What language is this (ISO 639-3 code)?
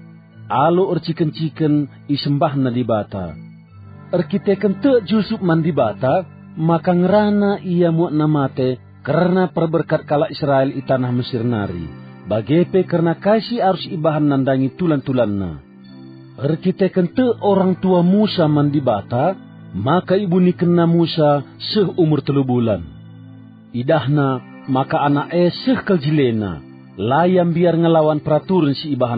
btx